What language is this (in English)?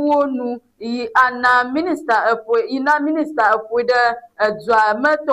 Ewe